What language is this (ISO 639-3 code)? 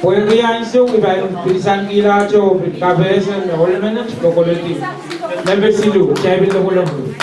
pon